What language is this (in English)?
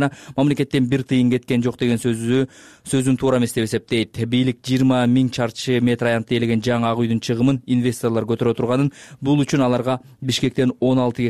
Kyrgyz